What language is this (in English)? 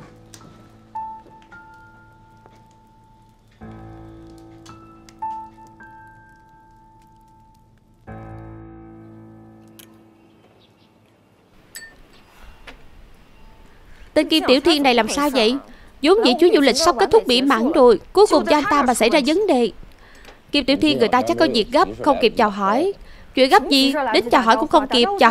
Vietnamese